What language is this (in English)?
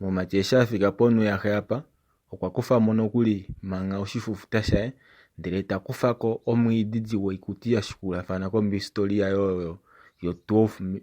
Kuanyama